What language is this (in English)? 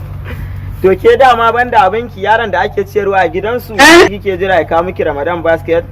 Hausa